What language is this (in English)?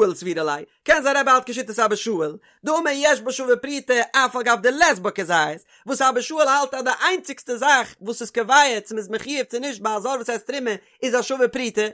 Yiddish